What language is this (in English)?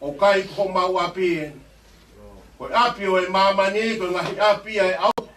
Tongan